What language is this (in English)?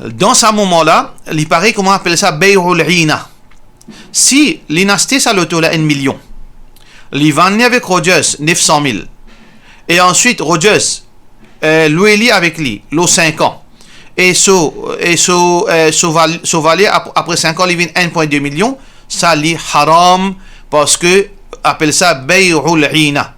Morisyen